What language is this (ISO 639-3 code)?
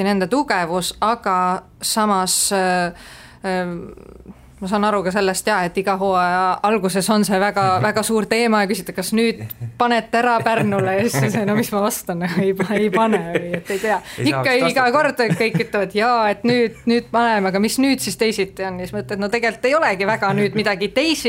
est